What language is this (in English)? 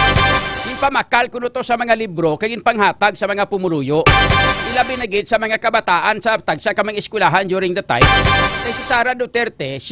Hiligaynon